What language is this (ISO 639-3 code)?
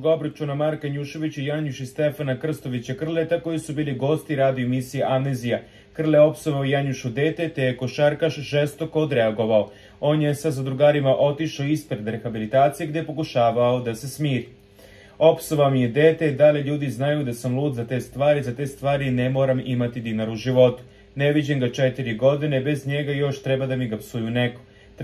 srp